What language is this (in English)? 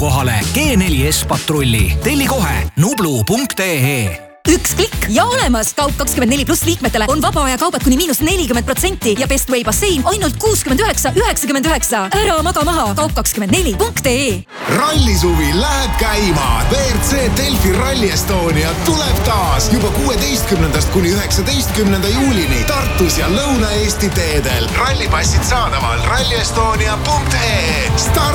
Estonian